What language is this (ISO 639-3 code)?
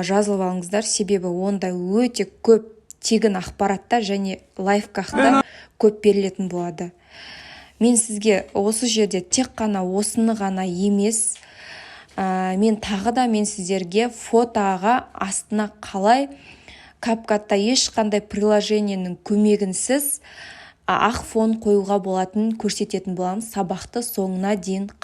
kaz